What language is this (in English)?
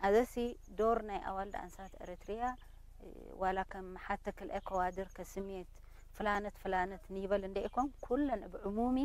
Tigre